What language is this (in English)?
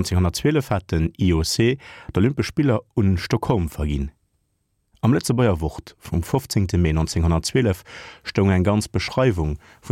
Luxembourgish